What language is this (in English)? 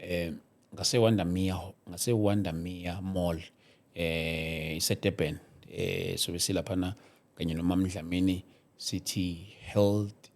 Zulu